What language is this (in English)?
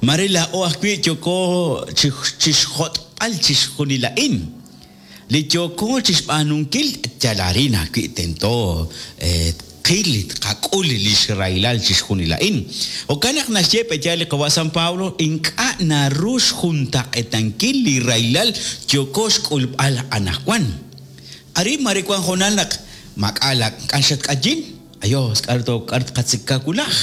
Kekchí